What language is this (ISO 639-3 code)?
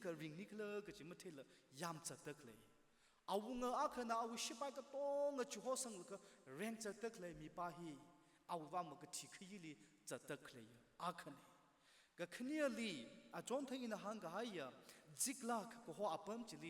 nmf